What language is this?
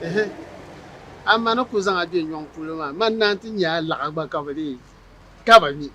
Dagbani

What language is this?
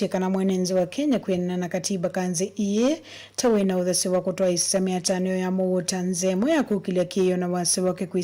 Kamba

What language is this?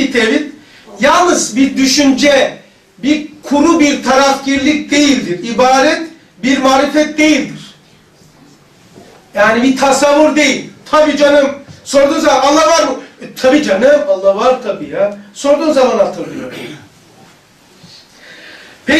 Turkish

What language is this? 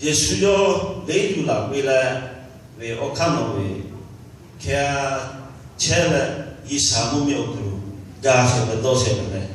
Lahu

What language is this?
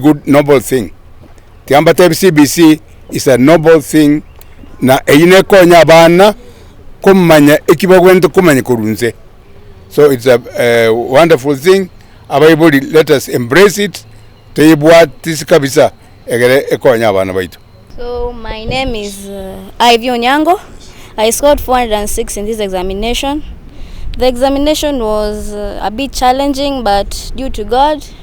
Gusii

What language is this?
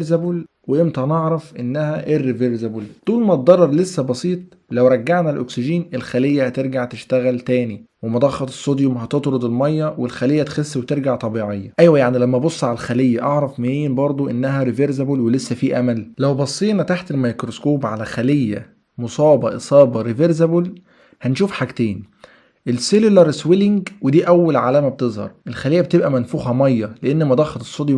Egyptian Arabic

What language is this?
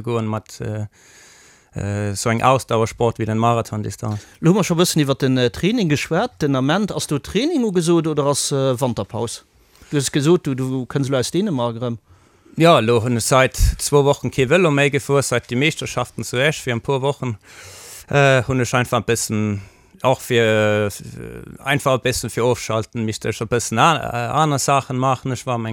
Luxembourgish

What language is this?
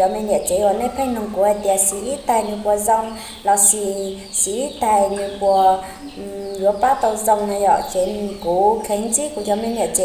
Hmong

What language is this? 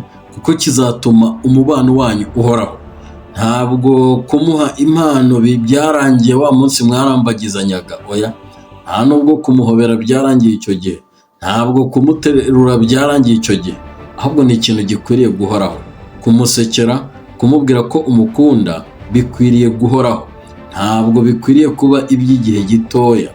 Kinyarwanda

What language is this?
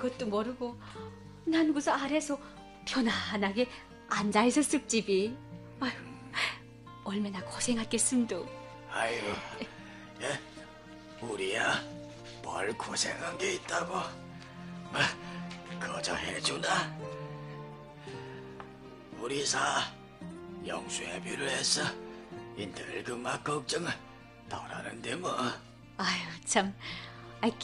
Korean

